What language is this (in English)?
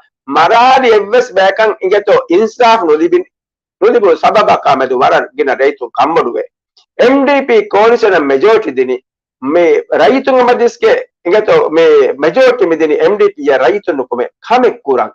Divehi